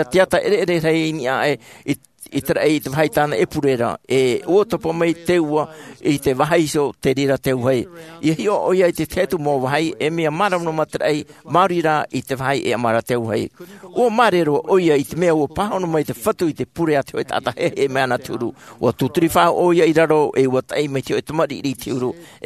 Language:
Tahitian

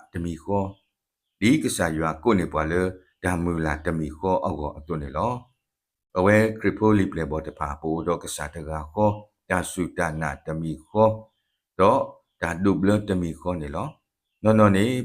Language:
S'gaw Karen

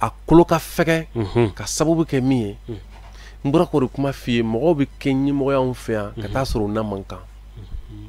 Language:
Bambara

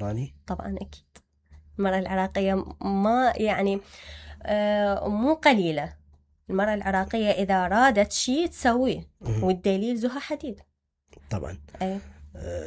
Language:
Mesopotamian Arabic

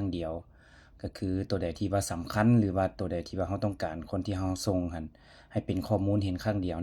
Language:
Lao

